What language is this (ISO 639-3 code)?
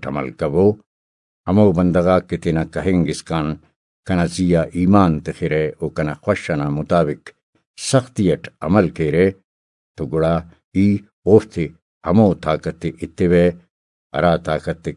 brh